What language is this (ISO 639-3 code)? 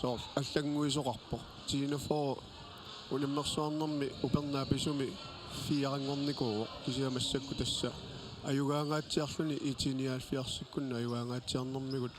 kal